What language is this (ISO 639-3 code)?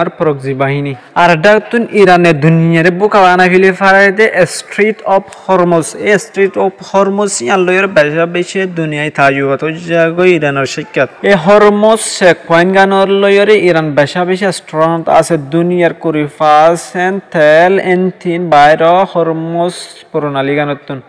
rhg